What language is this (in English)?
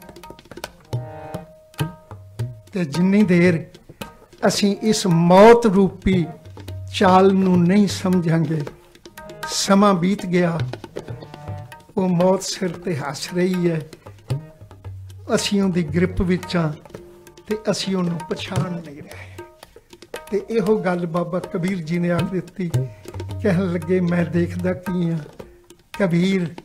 Punjabi